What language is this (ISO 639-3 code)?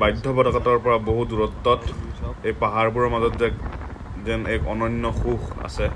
asm